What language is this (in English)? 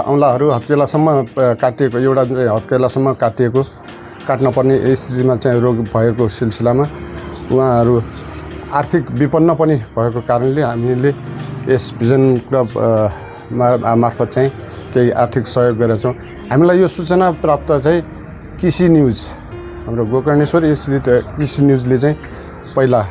Nepali